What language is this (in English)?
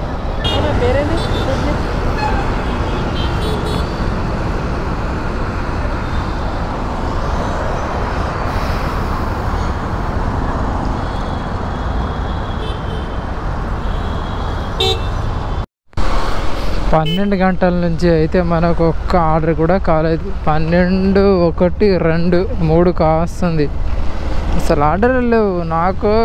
Telugu